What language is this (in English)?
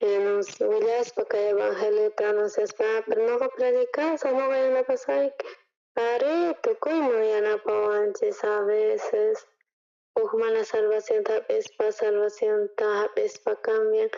South Bolivian Quechua